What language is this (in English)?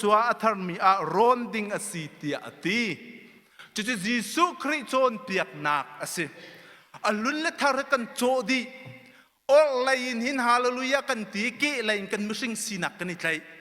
Hakha Chin